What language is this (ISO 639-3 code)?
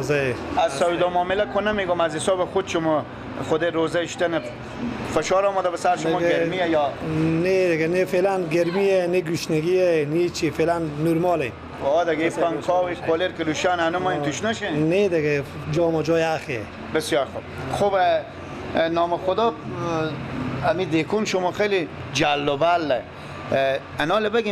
fas